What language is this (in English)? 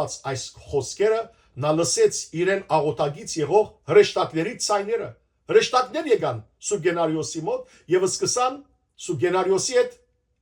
Western Armenian